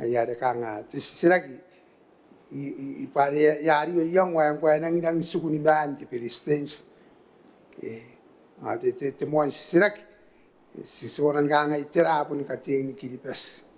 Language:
Gilbertese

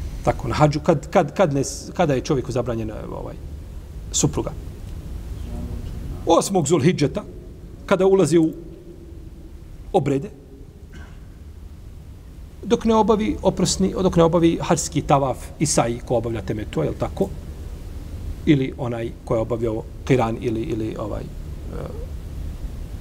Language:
Bosnian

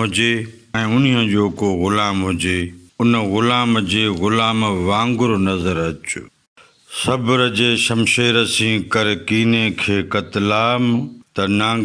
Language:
Sindhi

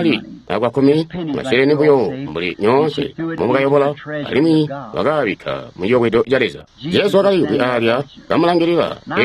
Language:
Tonga (Zambia)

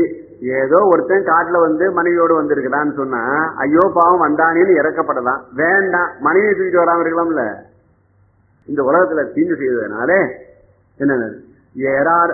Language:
Tamil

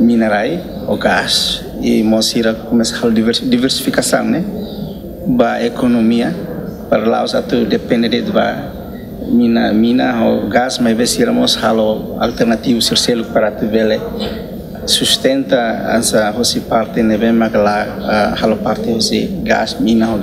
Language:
Tetum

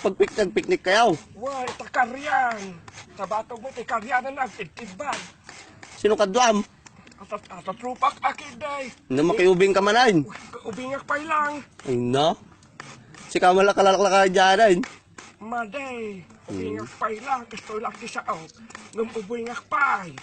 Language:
Iloko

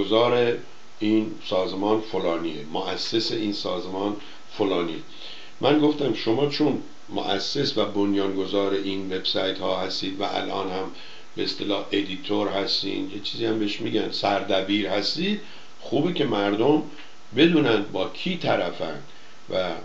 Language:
Persian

